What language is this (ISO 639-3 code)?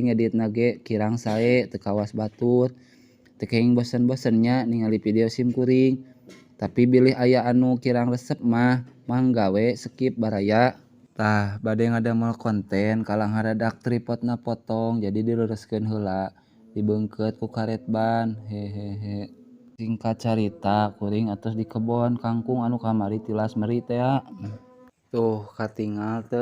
sun